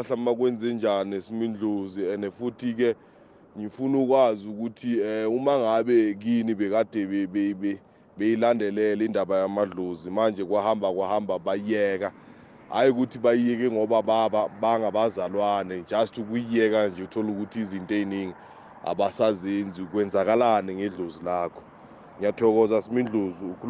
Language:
South Ndebele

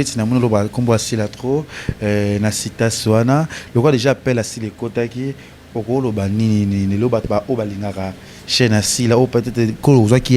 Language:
Lingala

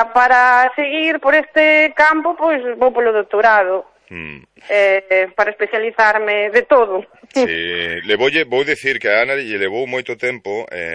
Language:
Galician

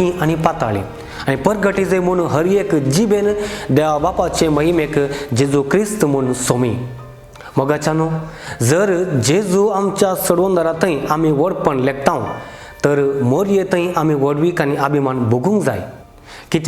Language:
Konkani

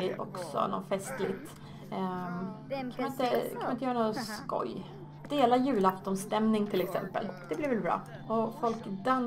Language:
Swedish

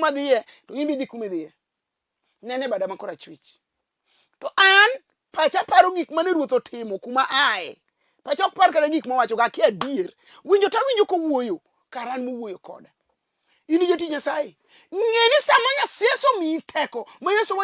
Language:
Luo (Kenya and Tanzania)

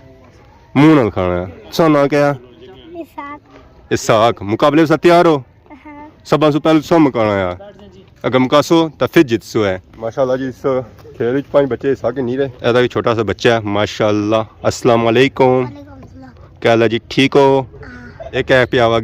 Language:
Pahari-Potwari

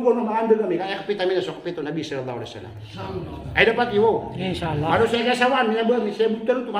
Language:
Maranao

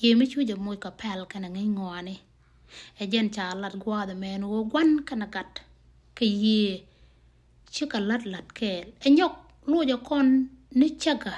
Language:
Nuer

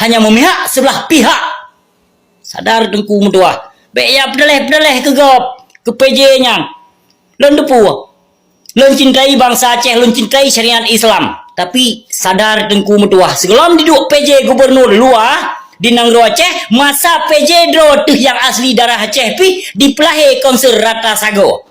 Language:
Achinese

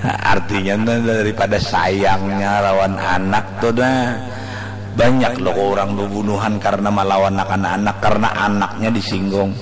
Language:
Banjar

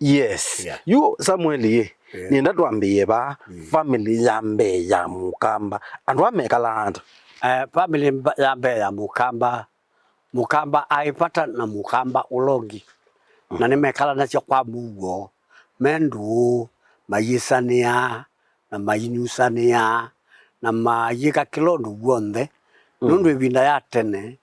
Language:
Kamba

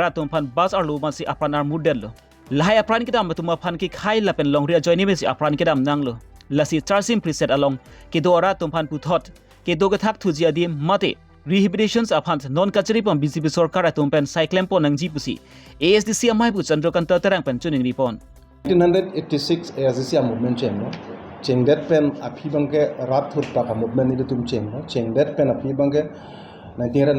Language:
Karbi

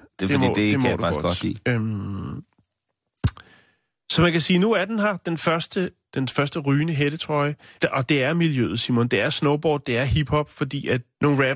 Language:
Danish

